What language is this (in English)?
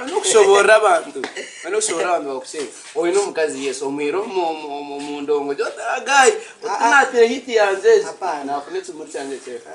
Nyankole